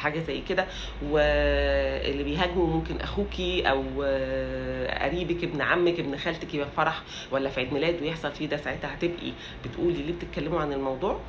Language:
Egyptian Arabic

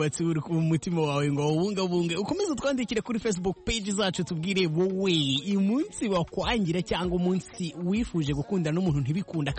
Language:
Kinyarwanda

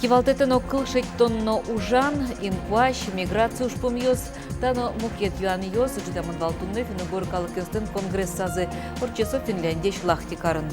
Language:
Udmurt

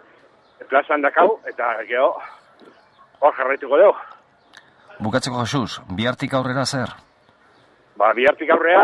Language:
Basque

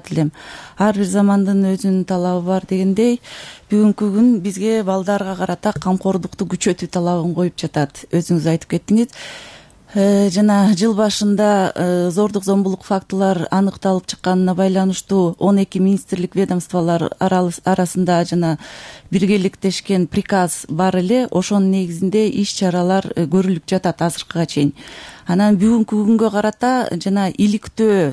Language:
Kyrgyz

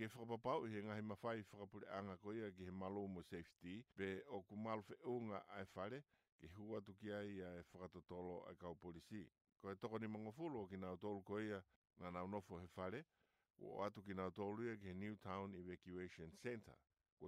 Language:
Tongan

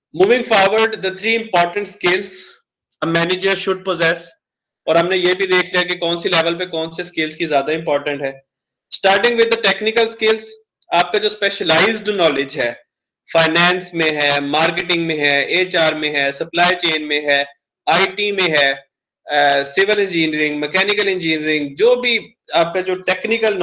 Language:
Hindi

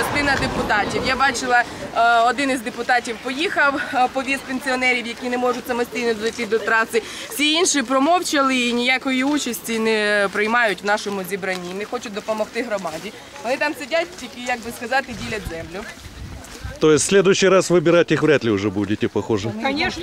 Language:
Ukrainian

